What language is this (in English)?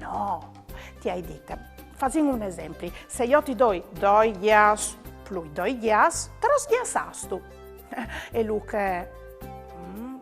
Friulian